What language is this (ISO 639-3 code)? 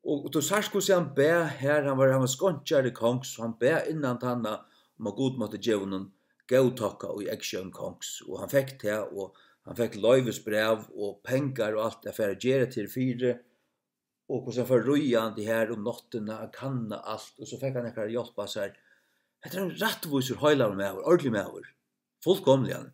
fao